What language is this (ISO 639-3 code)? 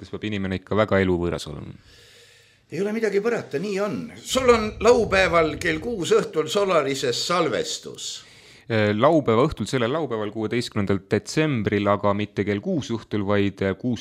est